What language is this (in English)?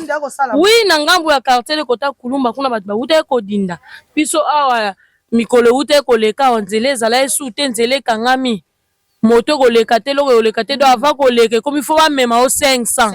Lingala